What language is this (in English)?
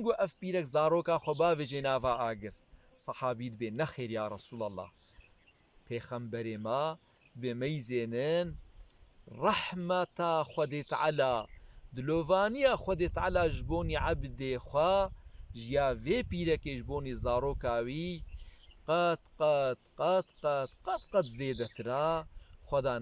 Kurdish